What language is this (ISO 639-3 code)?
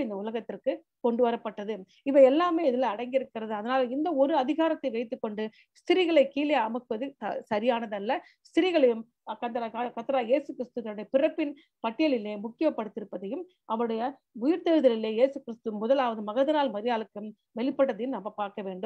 tam